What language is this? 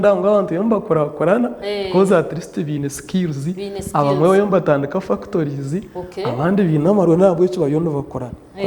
Nyankole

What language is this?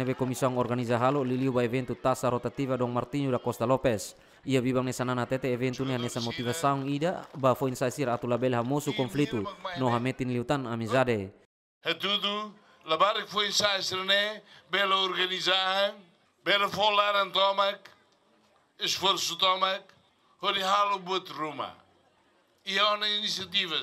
Tetum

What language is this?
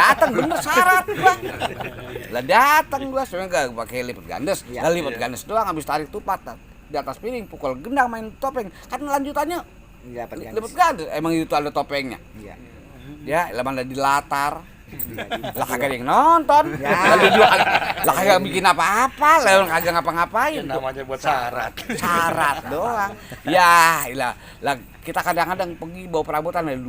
Betawi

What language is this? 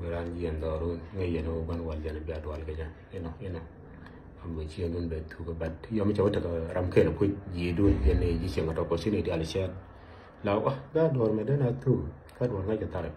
Nuer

